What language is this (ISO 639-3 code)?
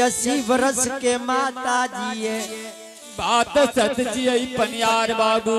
anp